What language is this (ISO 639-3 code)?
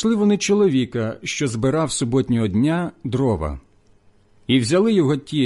ukr